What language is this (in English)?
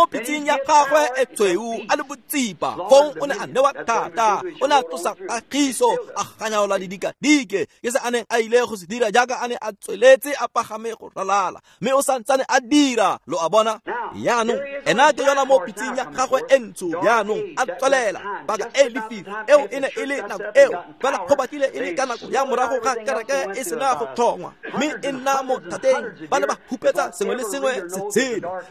Tswana